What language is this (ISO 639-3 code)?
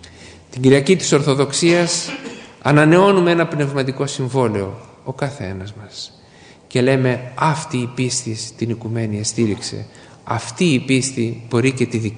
ell